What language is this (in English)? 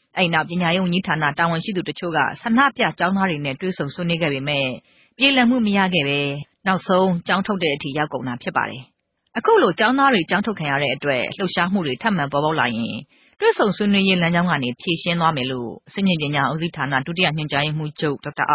Burmese